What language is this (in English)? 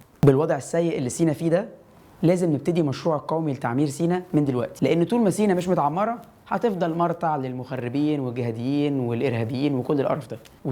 Egyptian Arabic